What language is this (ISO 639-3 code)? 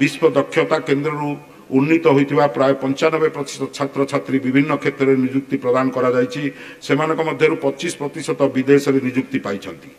ori